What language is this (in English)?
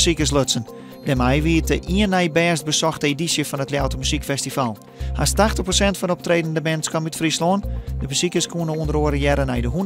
Western Frisian